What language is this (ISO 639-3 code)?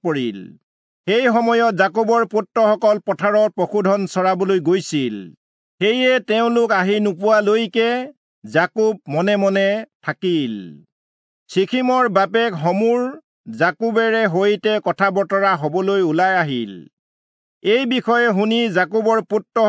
asm